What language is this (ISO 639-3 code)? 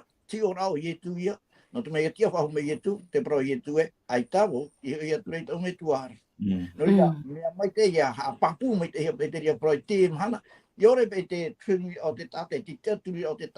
tah